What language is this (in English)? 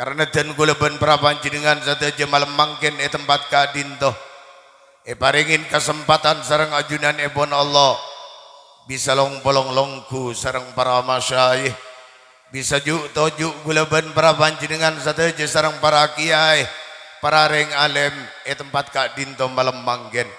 Madurese